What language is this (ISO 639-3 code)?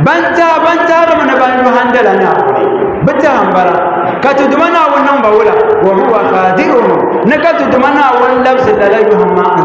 dag